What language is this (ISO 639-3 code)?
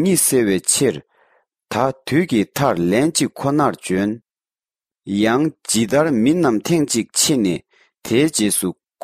bod